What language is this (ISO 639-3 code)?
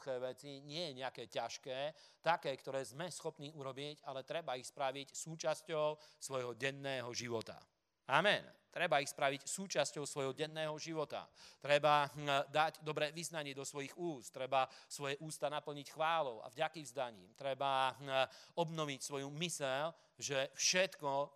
slk